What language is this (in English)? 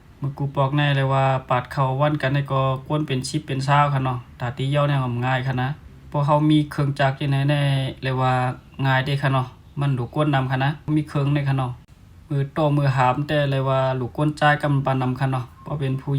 Shan